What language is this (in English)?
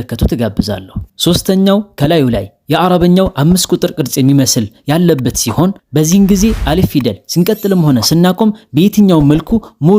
Amharic